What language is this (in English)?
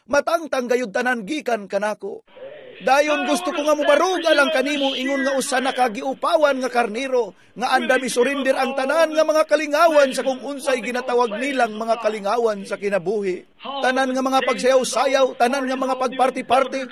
Cebuano